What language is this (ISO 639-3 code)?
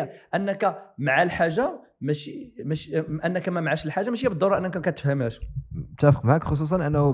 ary